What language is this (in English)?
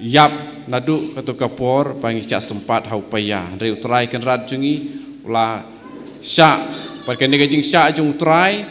Khasi